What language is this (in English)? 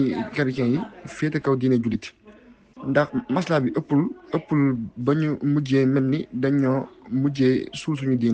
Wolof